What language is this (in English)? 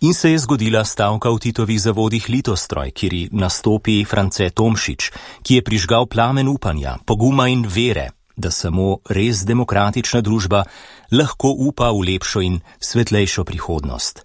Slovenian